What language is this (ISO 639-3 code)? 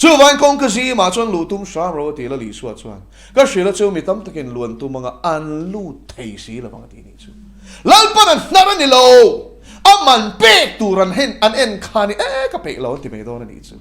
lus